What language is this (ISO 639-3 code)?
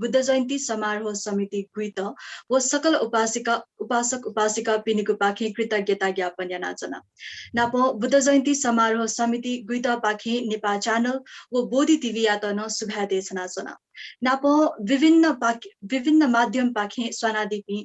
new